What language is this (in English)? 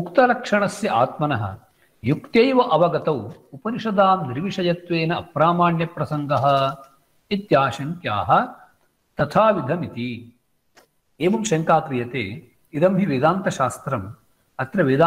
Sanskrit